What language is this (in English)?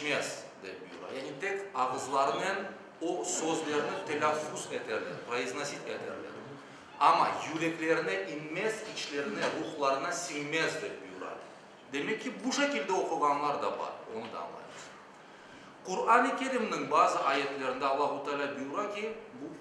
Crimean Tatar